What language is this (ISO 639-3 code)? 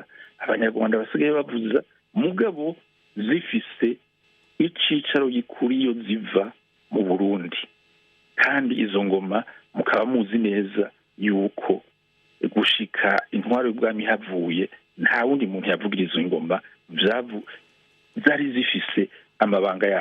run